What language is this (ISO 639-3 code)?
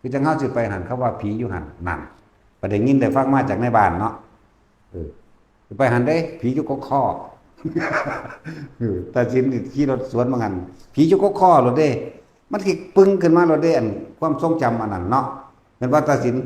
lao